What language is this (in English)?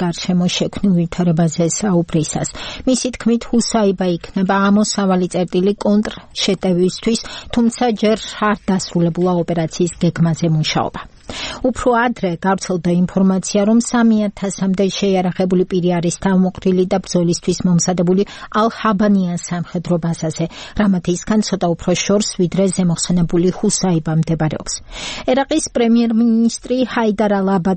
Georgian